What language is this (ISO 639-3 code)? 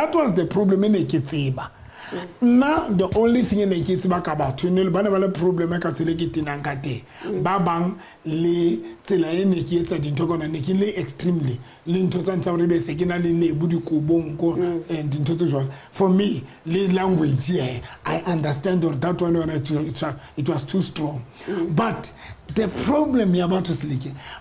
sot